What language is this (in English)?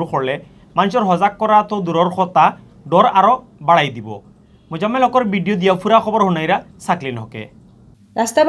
Sylheti